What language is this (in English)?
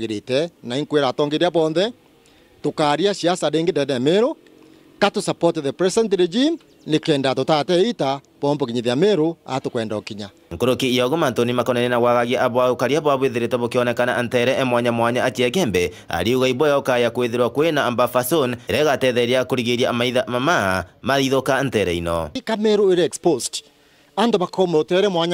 Meru